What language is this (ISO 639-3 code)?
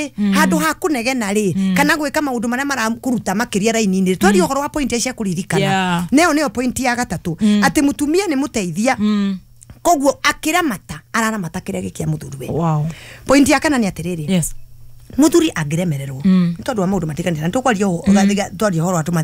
kik